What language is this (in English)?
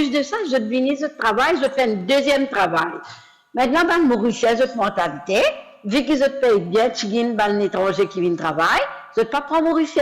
Morisyen